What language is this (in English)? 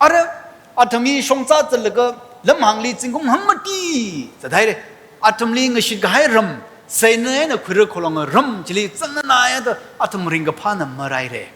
Tangkhul Naga (India)